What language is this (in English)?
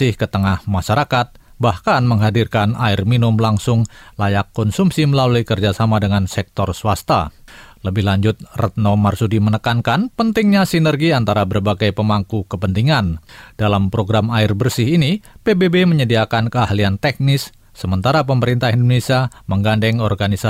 Indonesian